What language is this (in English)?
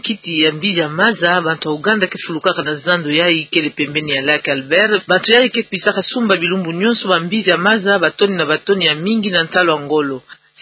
Kituba (Democratic Republic of Congo)